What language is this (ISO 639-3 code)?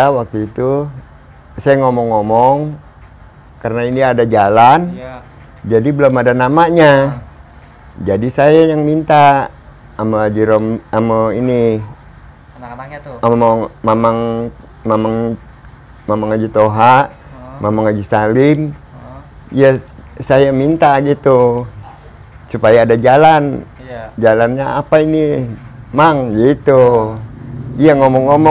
bew